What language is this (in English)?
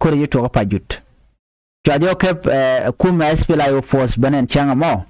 Nuer